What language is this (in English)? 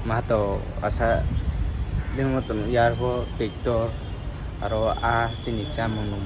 Riang (India)